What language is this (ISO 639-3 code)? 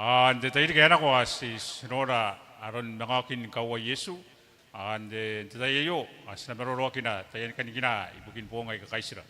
gil